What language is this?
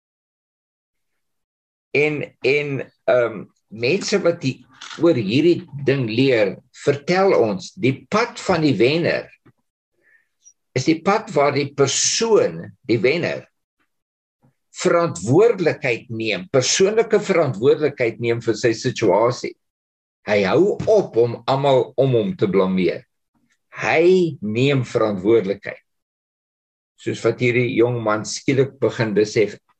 Afrikaans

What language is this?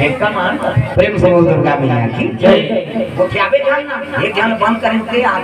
Chhattisgarhi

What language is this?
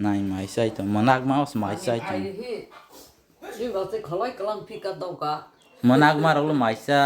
Kok Borok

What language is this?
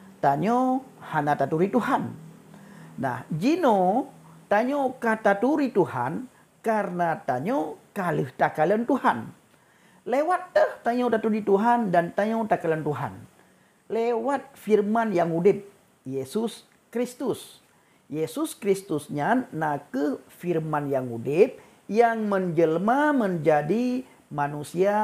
Achinese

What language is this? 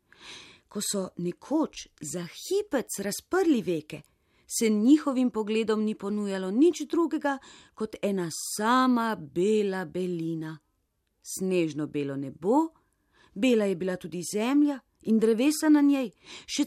Slovenian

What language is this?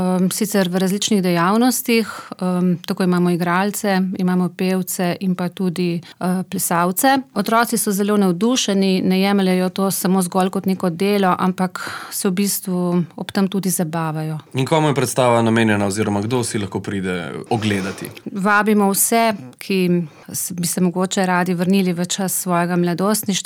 Slovenian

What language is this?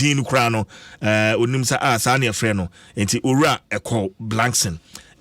Akan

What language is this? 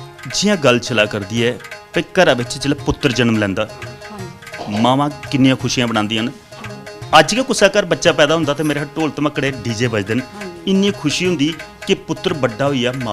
Dogri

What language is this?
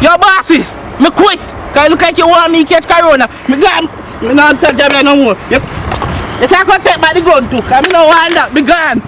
Jamaican Creole English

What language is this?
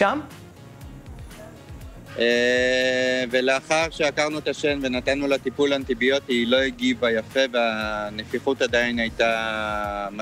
Hebrew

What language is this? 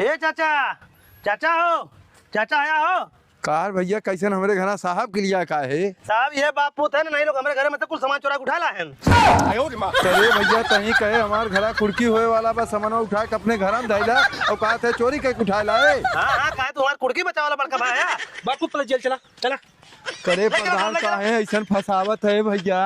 Awadhi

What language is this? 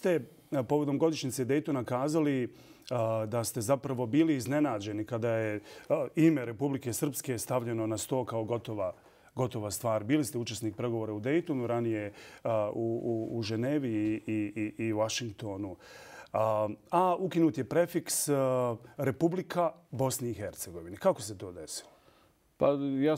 Bosnian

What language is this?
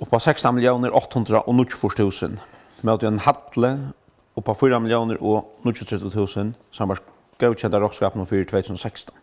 Faroese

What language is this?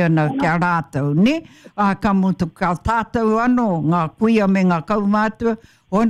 Māori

